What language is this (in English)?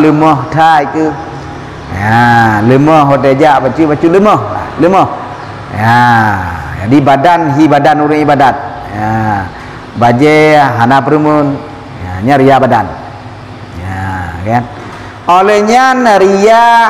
Achinese